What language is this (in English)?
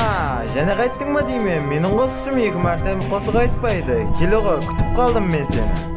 Kara-Kalpak